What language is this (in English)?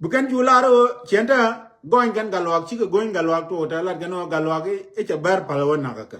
Nuer